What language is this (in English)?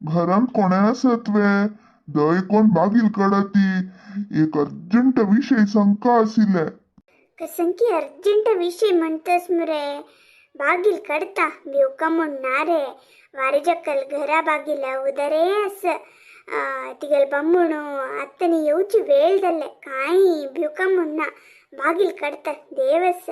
Konkani